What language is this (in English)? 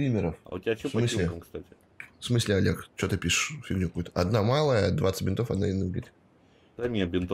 Russian